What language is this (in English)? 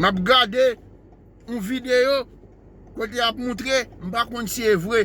Haitian Creole